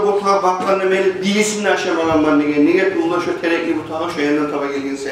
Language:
Kumyk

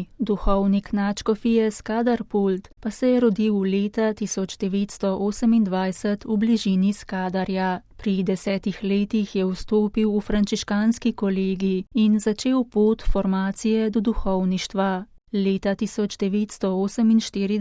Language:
Slovenian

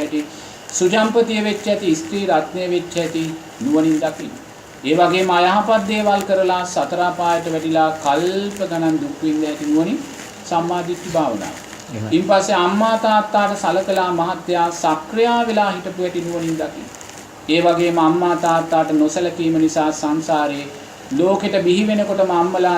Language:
Sinhala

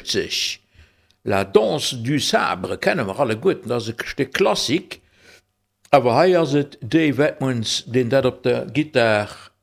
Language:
Luxembourgish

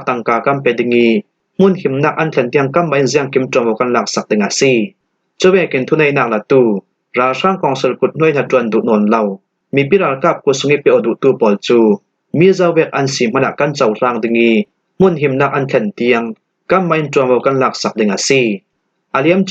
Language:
Falam Chin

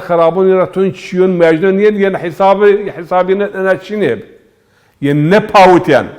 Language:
Zaza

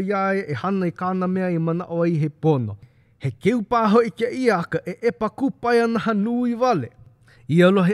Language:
Hawaiian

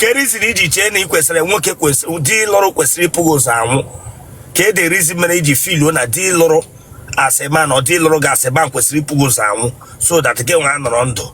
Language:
Igbo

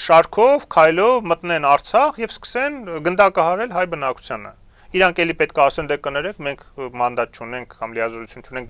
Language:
Armenian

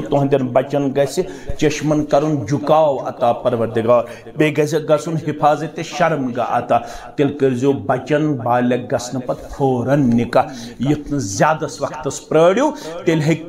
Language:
Kashmiri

